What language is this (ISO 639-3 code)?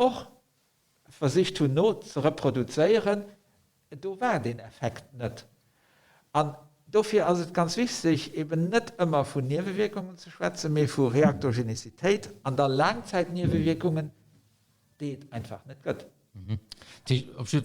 ltz